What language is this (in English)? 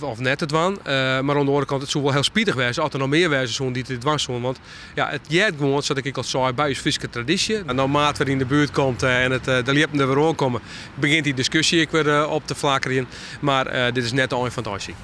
Western Frisian